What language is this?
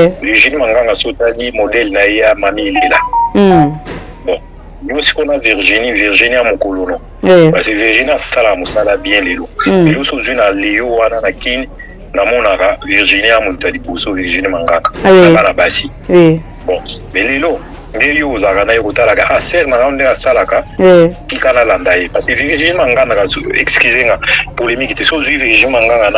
Lingala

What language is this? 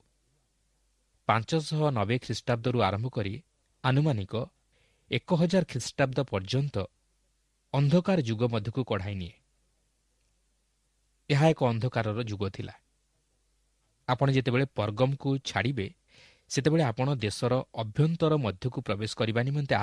Odia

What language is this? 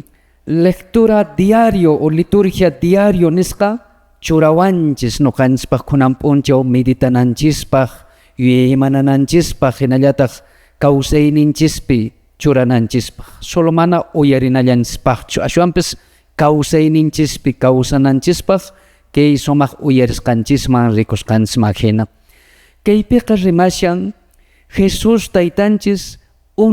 Quechua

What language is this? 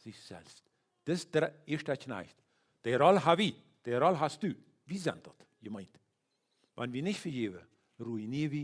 Plautdietsch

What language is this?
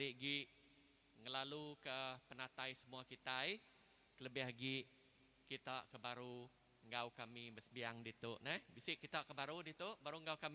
Iban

